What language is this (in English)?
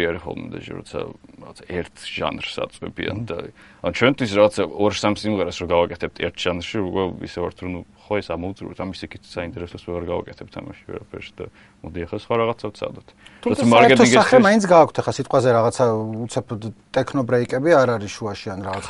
Georgian